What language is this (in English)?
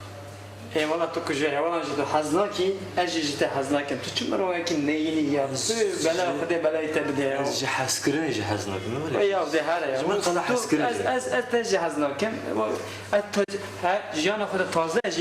Kurdish